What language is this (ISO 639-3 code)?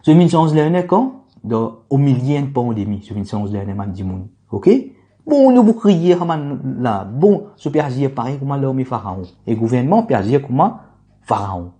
mfe